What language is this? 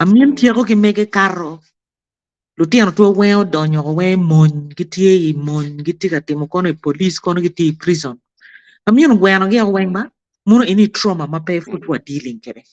Acoli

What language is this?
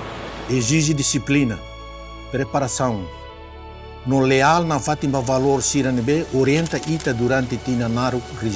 Tetum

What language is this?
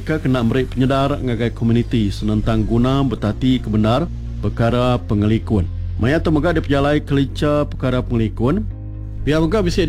Iban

